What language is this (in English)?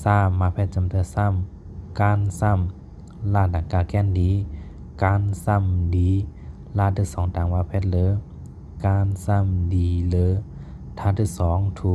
Shan